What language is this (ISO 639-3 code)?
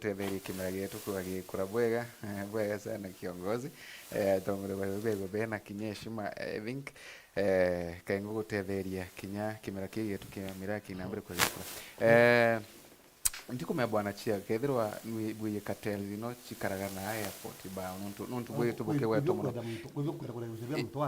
mer